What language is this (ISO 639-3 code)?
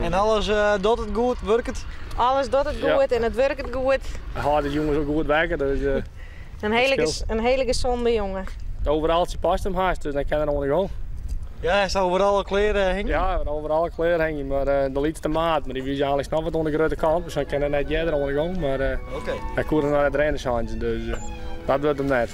fry